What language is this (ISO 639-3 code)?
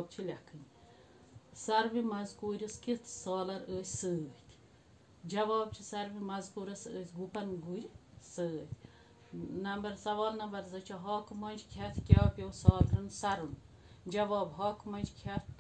kas